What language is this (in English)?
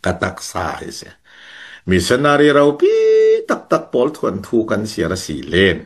Falam Chin